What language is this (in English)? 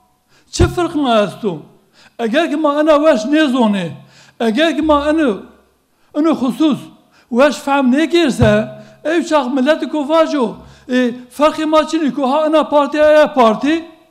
Zaza